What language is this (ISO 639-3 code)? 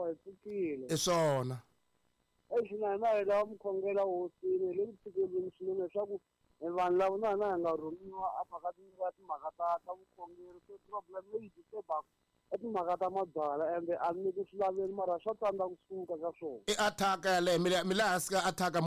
tso